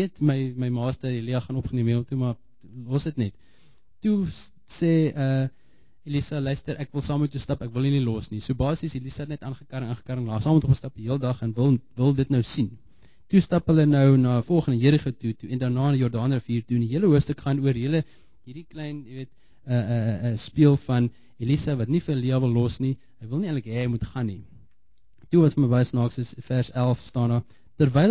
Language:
Afrikaans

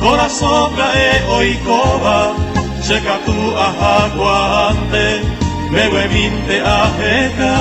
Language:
Guarani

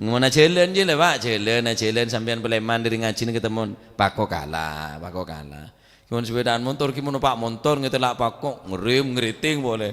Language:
Madurese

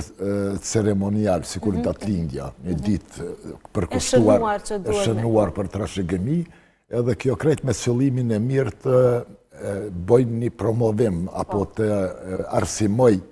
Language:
Albanian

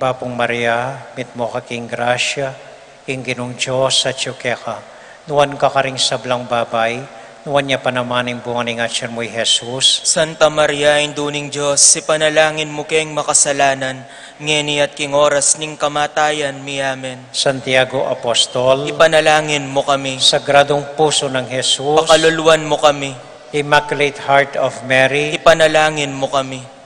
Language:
Pampanga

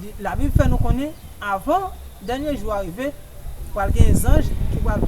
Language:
Haitian Creole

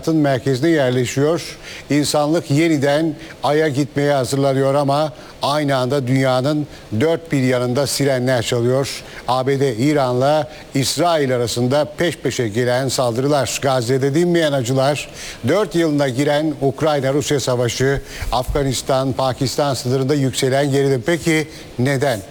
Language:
Turkish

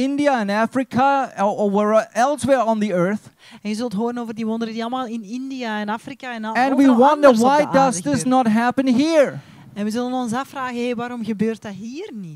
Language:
Dutch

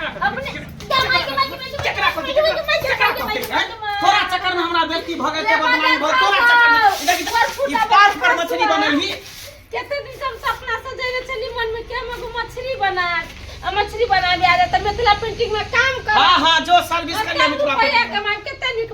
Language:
Maithili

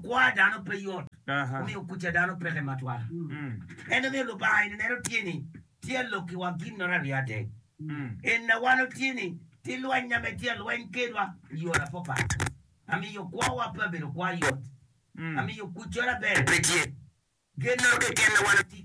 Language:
Acoli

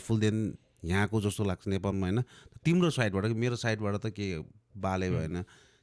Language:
Nepali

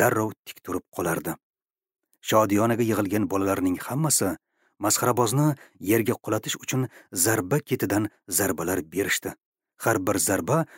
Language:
Uzbek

